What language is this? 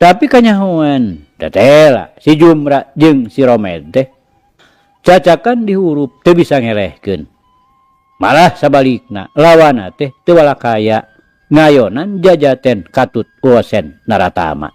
Sundanese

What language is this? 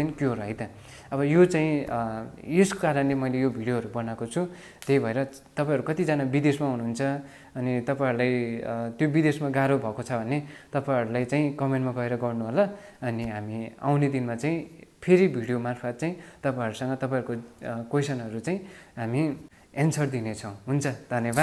Nepali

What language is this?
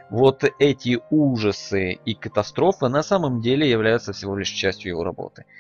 Russian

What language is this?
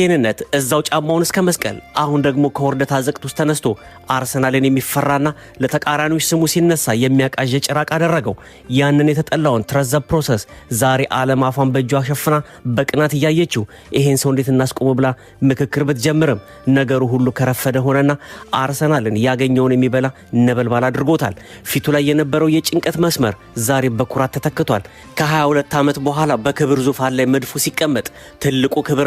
Amharic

